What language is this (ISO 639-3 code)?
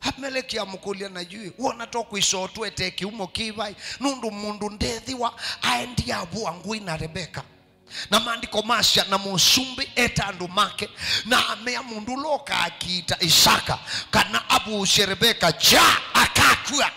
kam